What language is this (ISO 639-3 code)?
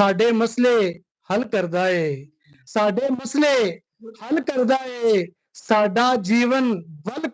lah